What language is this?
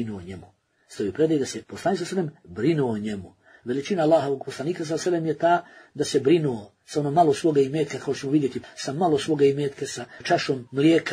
Bosnian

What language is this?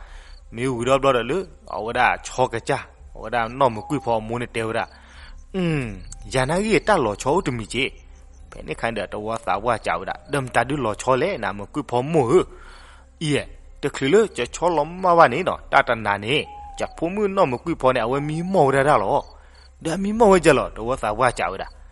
S'gaw Karen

